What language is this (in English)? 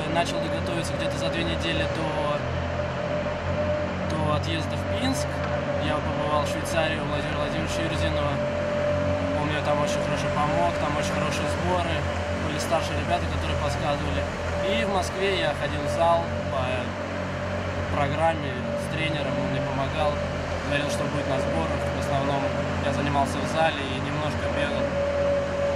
Russian